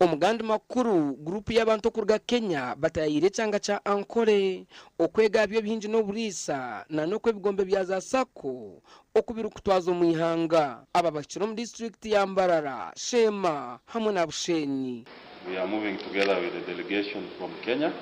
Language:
Nyankole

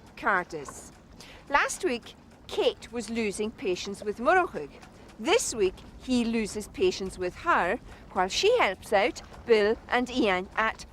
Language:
Scottish Gaelic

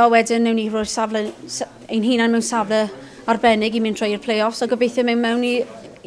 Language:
Welsh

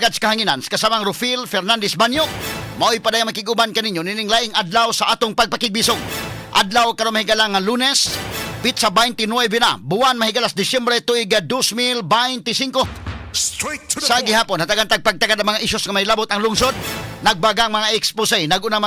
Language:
Cebuano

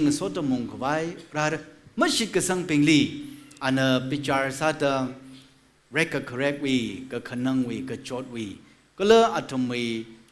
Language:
Tangkhul Naga (India)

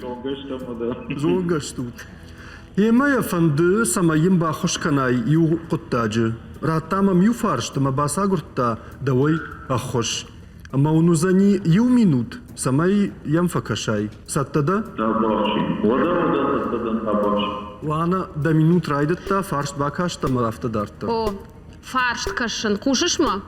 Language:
Ossetic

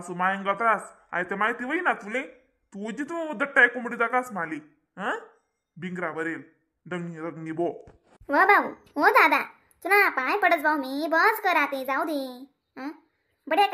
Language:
Khandesi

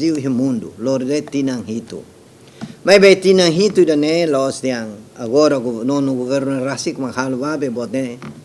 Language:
Tetum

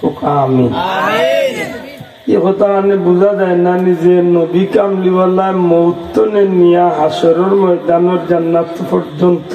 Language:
Sylheti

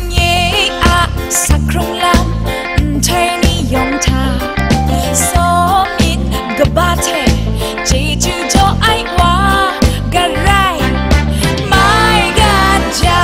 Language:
Kachin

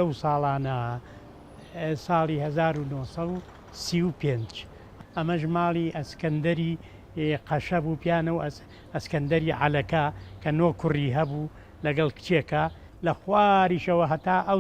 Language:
Central Kurdish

